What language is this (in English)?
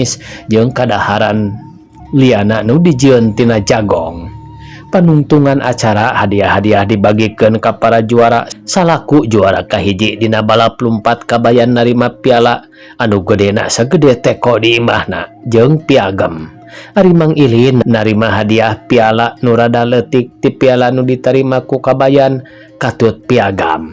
Sundanese